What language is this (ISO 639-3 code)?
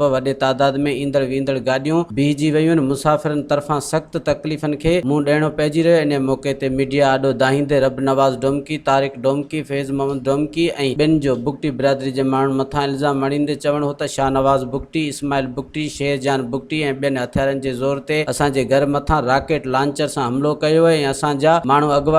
snd